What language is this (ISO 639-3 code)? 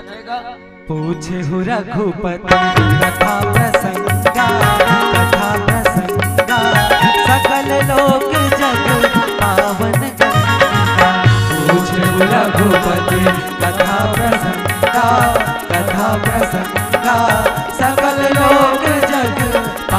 hne